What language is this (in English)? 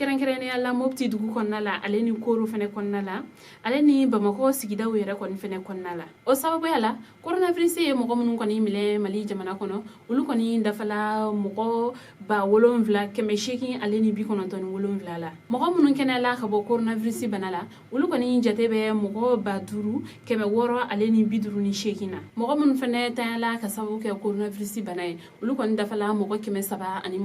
Bambara